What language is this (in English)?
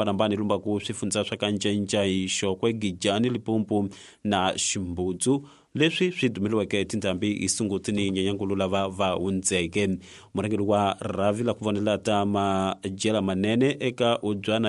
Tsonga